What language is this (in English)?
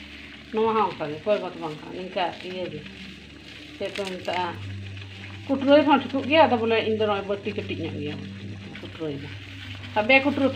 Santali